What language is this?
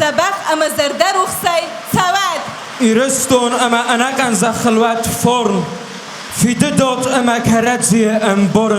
Ossetic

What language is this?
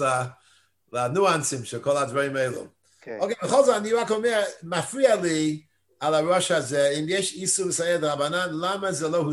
Hebrew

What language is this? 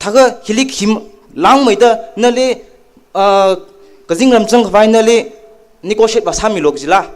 Tangkhul Naga (India)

